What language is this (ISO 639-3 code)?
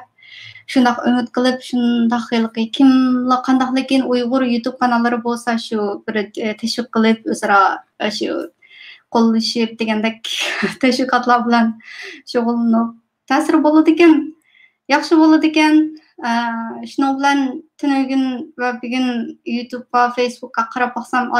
uig